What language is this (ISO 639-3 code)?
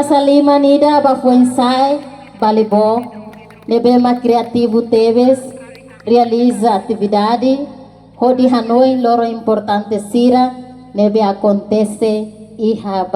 tet